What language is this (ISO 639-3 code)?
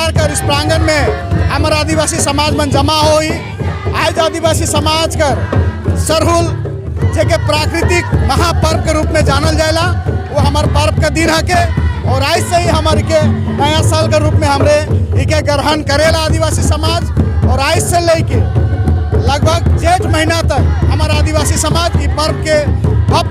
sck